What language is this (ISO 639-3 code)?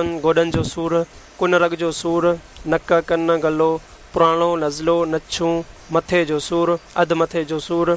snd